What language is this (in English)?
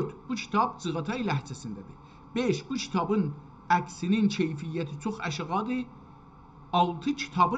South Azerbaijani